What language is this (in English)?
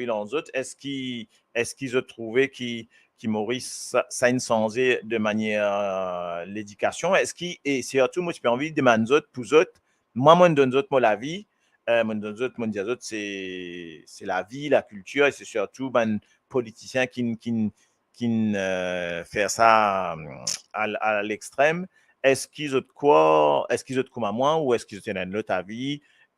Morisyen